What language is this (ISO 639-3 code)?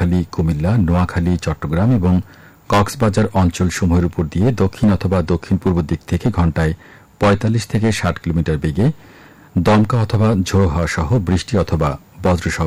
ben